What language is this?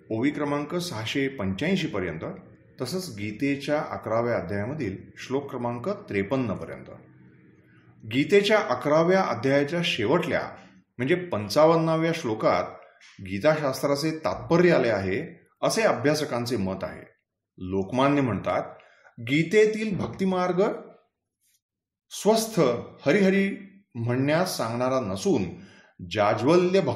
Marathi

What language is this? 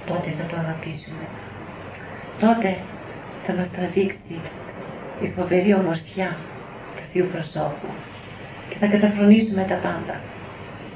Greek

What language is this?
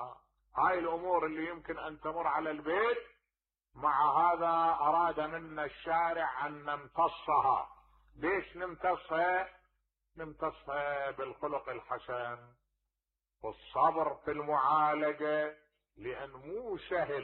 Mesopotamian Arabic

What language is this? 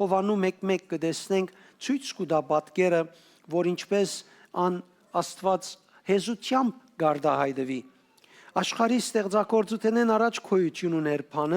Western Armenian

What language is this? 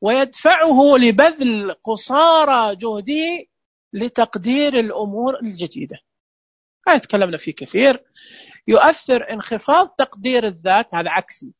Najdi Arabic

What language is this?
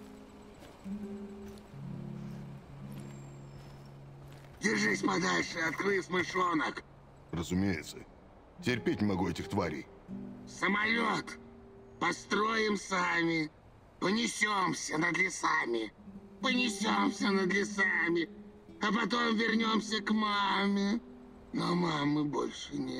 Russian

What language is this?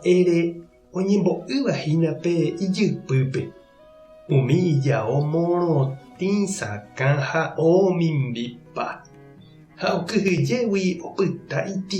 Guarani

